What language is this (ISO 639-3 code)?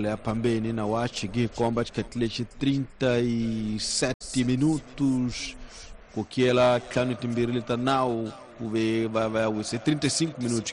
tso